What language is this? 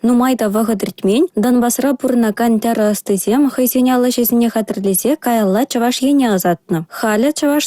Chuvash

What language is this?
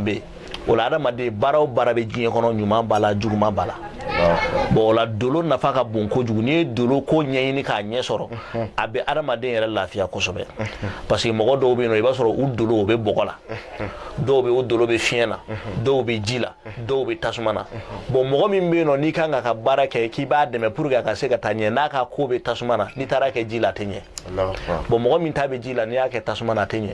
Bambara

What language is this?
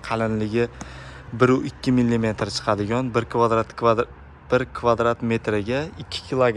Uzbek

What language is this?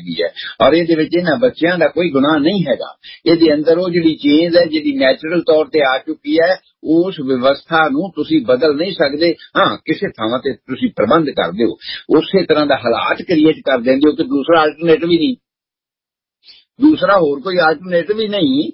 Punjabi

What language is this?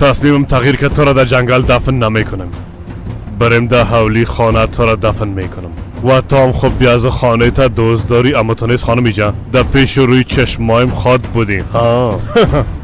Persian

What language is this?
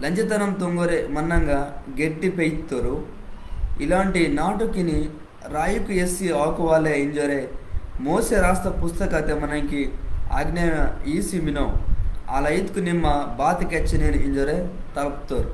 Koya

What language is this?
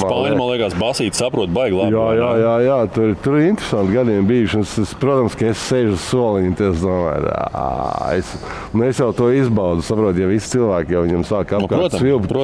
Latvian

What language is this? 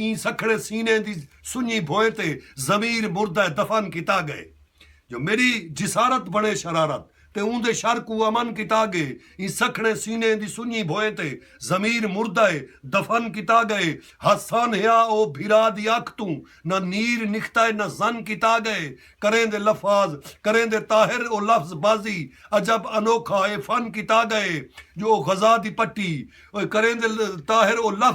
Saraiki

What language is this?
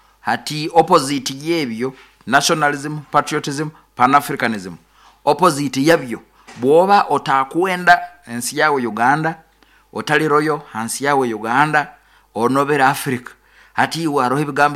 Nyoro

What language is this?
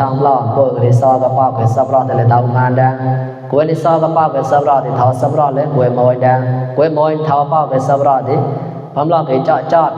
Mon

